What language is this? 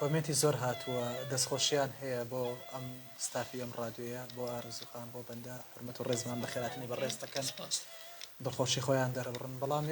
Central Kurdish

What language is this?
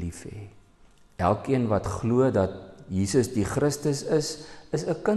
Afrikaans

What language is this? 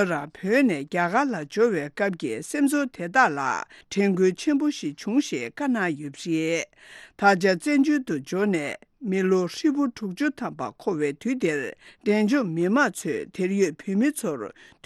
Tibetan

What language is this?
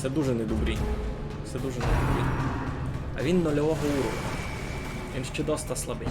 Rusyn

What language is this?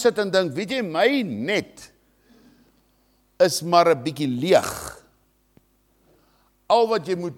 Afrikaans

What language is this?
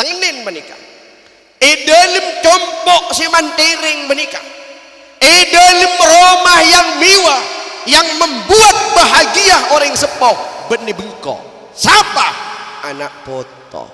Madurese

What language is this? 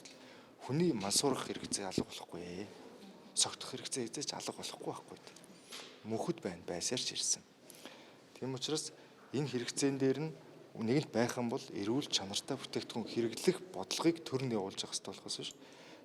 Mongolian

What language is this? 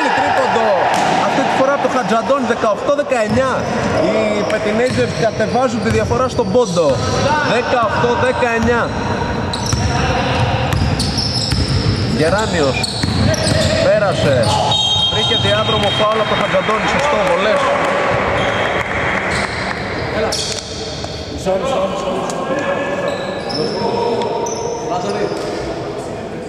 Greek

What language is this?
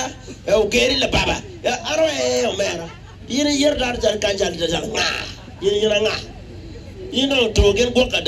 Acoli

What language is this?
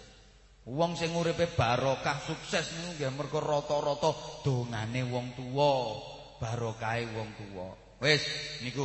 Javanese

